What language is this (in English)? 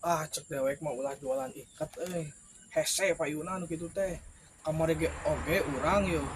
Sundanese